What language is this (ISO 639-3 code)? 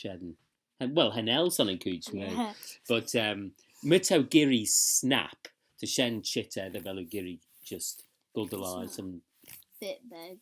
glv